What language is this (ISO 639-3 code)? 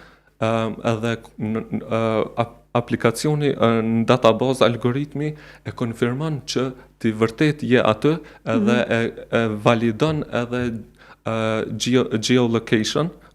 sqi